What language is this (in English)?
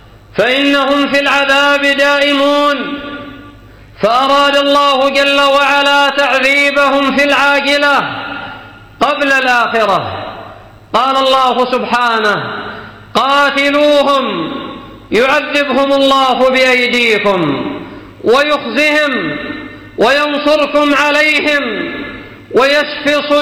Arabic